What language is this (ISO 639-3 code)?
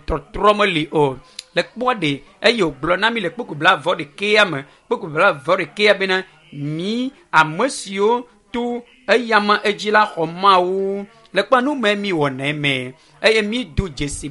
ewe